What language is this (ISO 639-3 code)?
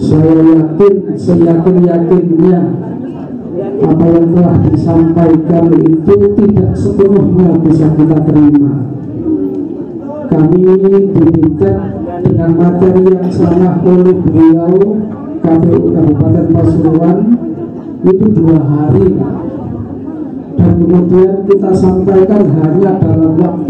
ind